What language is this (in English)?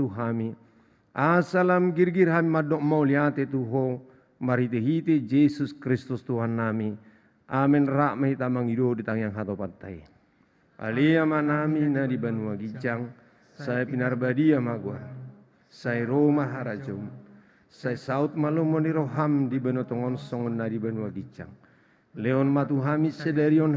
Batak Toba